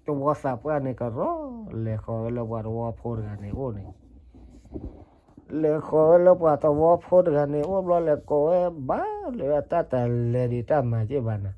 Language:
S'gaw Karen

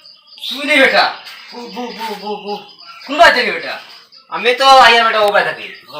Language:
Sylheti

